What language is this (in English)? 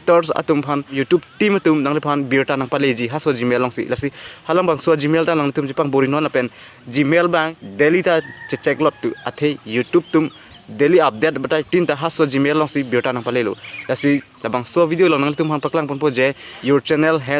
Karbi